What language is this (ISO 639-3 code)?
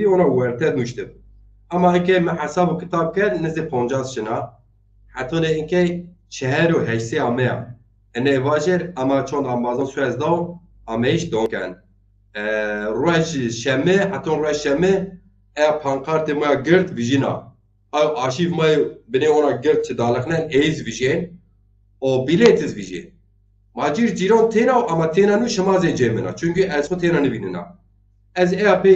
zza